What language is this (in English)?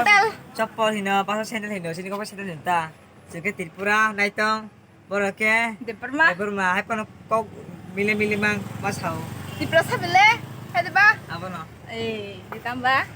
Kok Borok